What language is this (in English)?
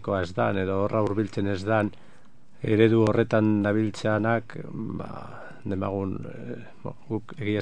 Basque